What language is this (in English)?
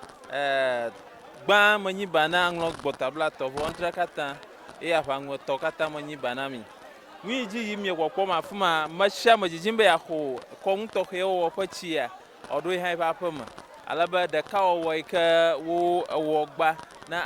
Ewe